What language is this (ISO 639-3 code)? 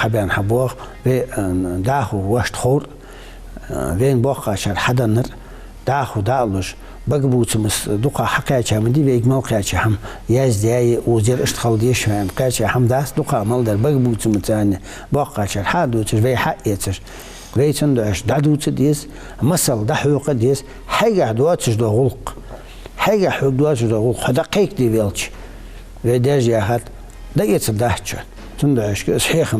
inh